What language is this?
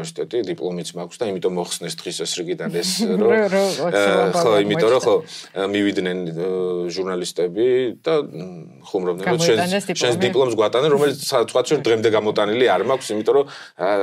Georgian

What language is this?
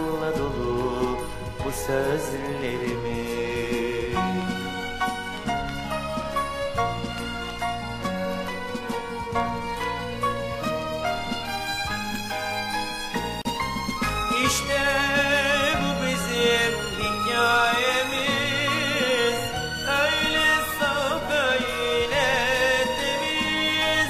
Turkish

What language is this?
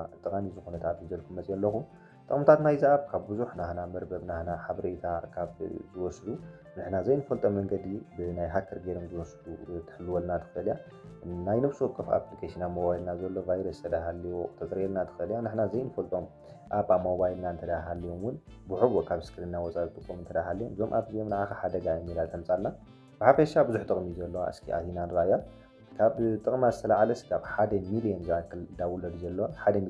Tigrinya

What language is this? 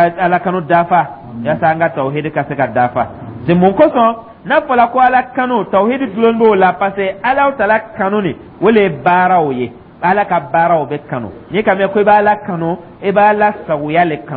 Dyula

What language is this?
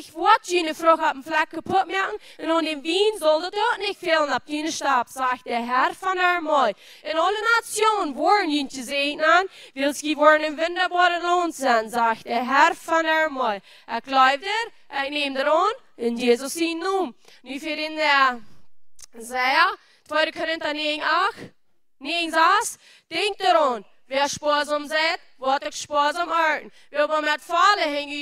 Plautdietsch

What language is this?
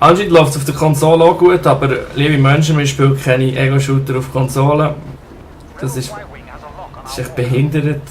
Swiss German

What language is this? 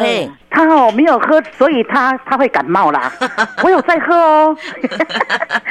Min Nan Chinese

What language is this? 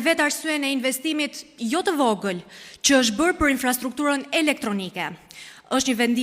Albanian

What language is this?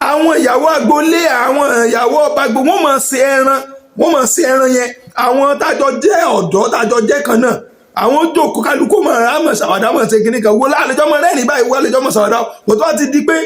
Yoruba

